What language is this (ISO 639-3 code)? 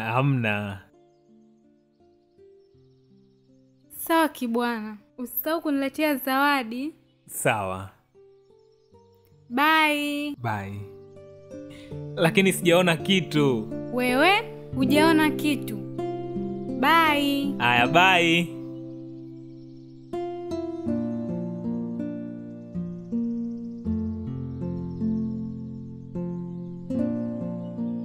swa